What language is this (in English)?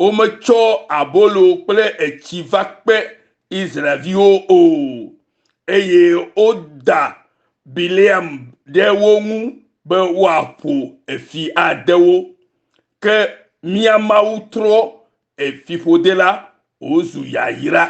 Ewe